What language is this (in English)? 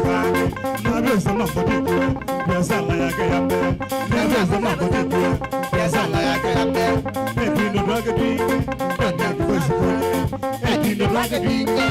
Kamba